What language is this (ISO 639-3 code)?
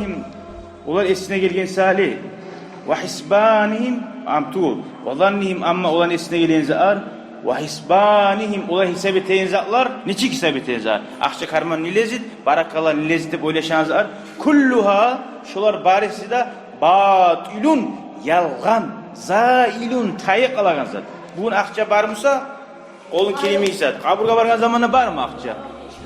kum